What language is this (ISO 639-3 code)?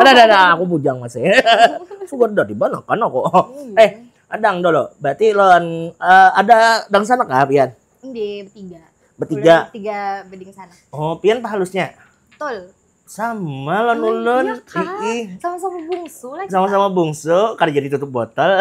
bjn